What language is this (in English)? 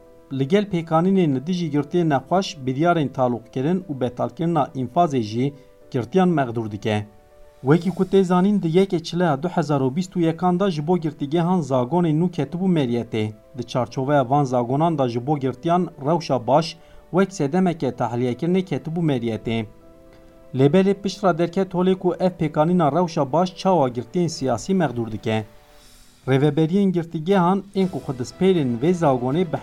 Kurdish